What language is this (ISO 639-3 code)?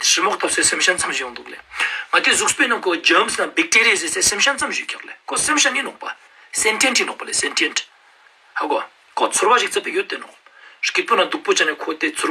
lbj